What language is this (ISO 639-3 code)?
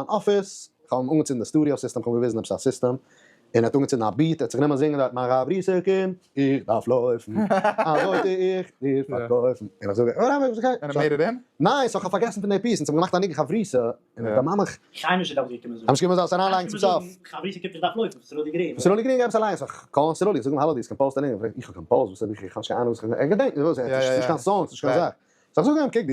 yid